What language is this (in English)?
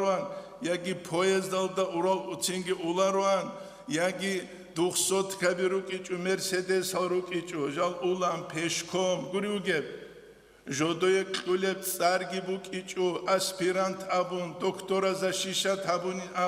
Avaric